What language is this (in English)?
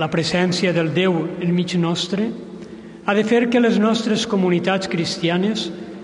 Catalan